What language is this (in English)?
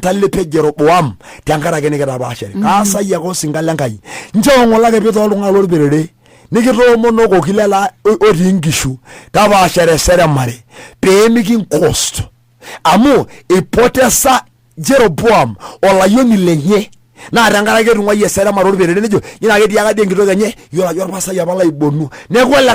Masai